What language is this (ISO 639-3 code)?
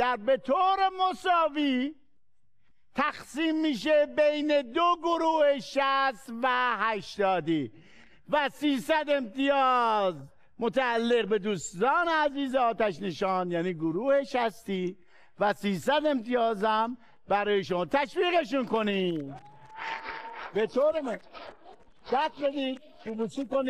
fas